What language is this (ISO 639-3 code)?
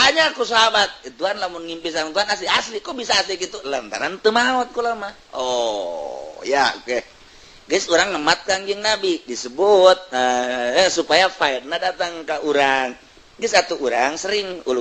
sun